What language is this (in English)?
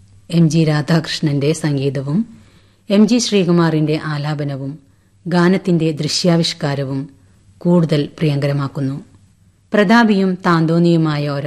Malayalam